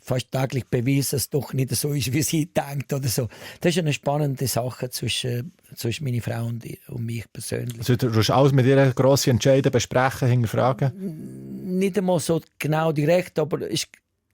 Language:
Swiss German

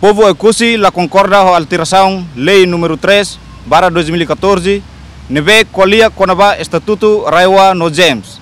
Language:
Tetum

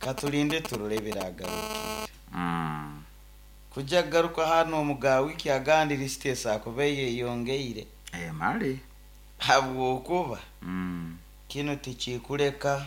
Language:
Nyoro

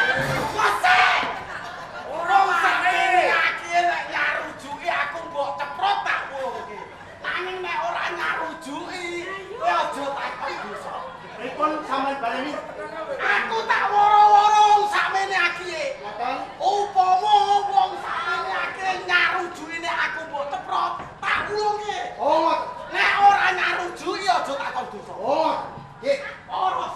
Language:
Javanese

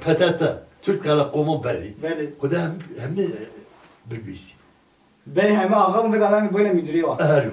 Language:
Kurdish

